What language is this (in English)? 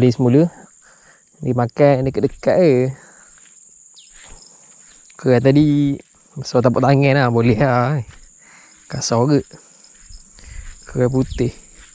Malay